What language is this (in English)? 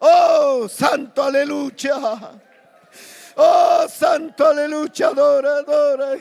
Ayacucho Quechua